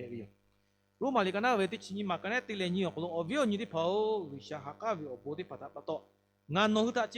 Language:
Lahu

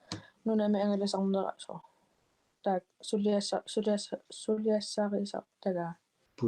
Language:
Kalaallisut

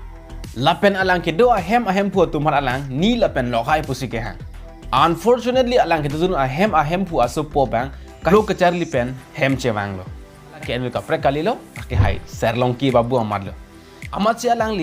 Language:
Karbi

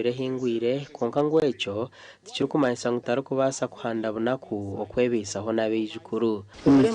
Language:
Nyankole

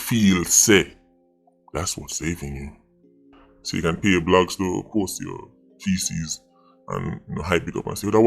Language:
Jamaican Creole English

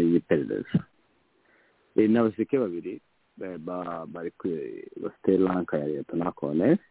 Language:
Kinyarwanda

